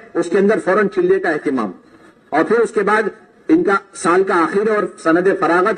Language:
Urdu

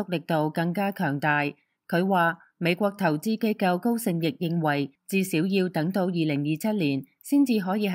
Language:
Cantonese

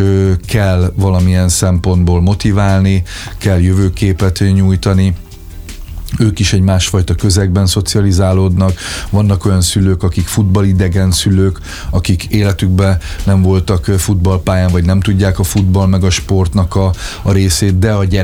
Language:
Hungarian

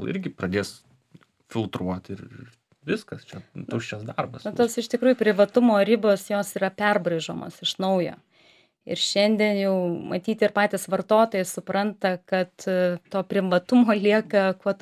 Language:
Lithuanian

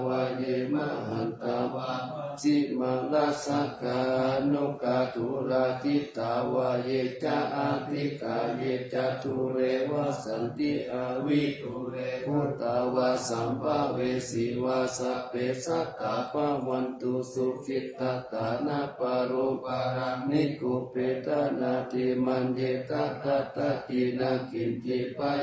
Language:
Pali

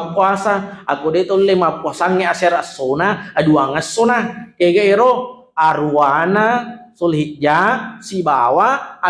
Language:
Buginese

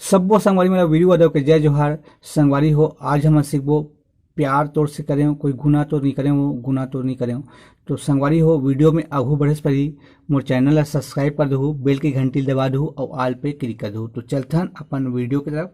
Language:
Chhattisgarhi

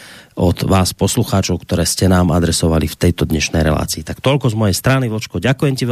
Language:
Slovak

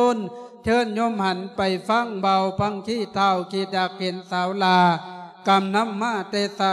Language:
Lao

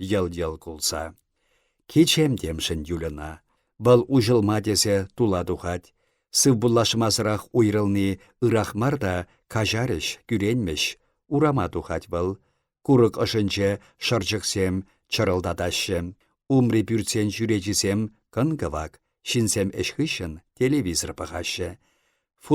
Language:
Chuvash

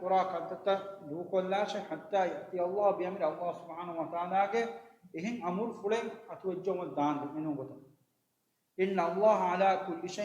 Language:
Divehi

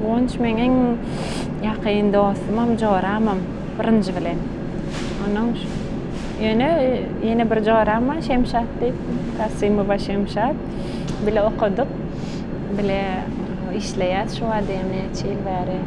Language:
Turkmen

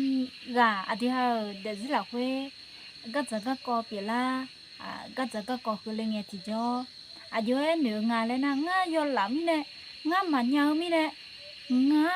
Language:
Akha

